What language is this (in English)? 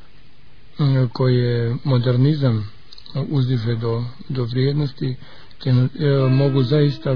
Serbian